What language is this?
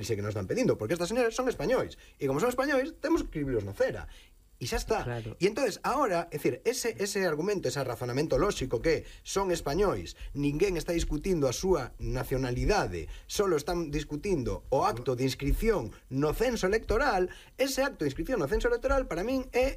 Galician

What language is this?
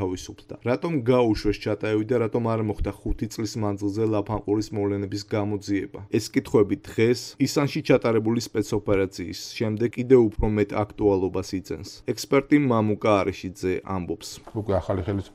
Georgian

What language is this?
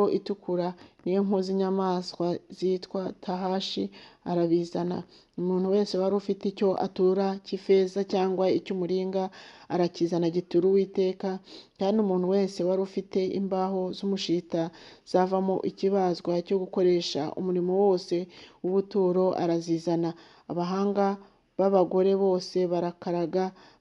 Kinyarwanda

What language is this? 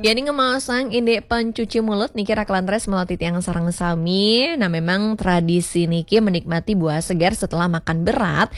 Balinese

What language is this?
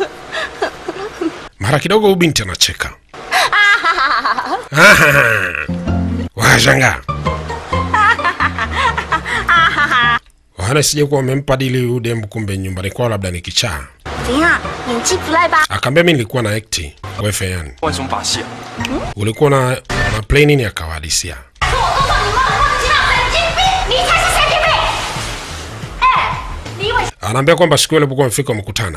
Swahili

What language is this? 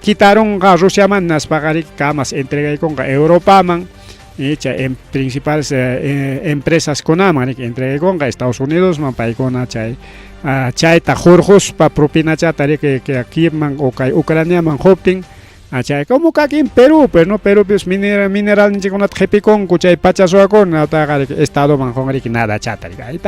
Ayacucho Quechua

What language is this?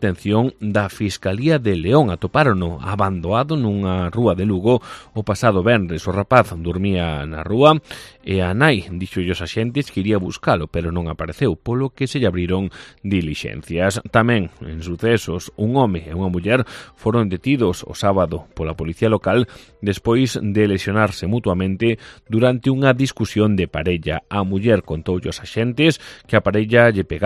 Galician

